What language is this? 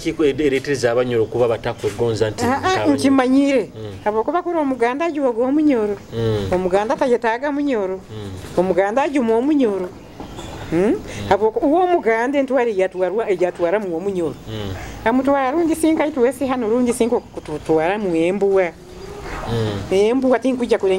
Nyoro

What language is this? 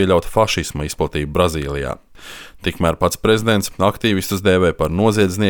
Latvian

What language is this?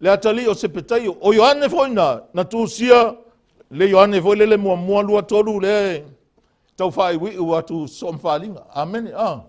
Samoan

